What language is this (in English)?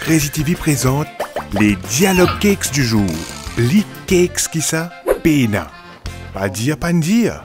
Morisyen